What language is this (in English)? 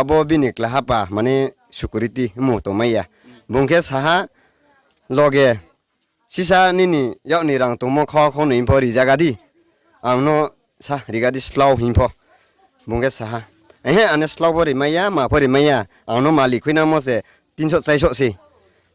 Riang (India)